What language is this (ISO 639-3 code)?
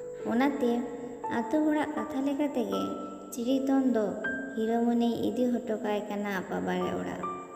sat